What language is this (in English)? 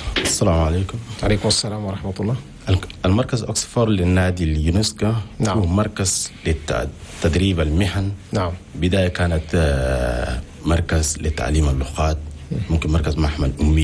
Chadian Arabic